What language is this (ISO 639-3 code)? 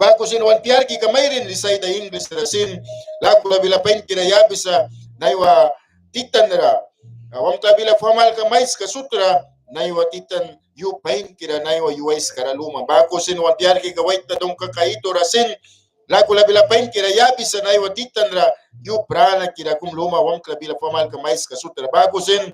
miq